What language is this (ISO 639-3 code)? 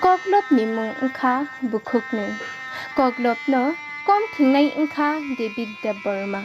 trp